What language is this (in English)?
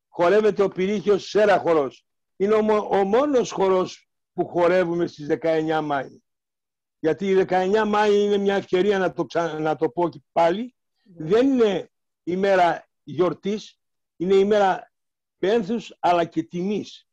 Greek